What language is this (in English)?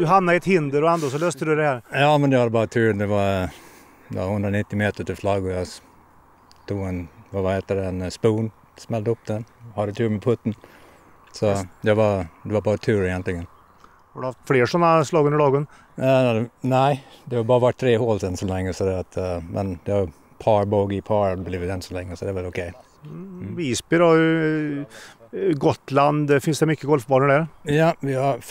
Swedish